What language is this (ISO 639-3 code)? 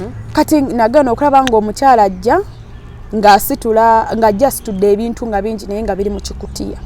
lug